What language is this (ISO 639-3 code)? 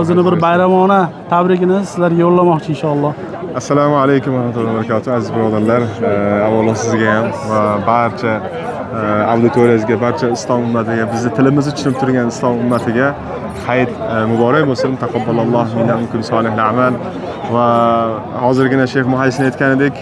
uzb